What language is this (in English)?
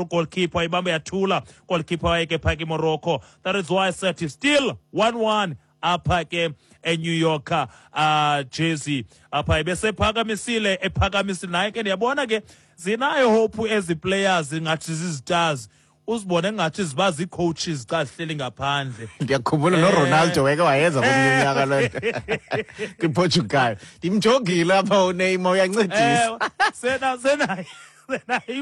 Xhosa